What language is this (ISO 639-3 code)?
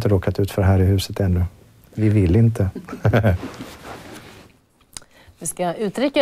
swe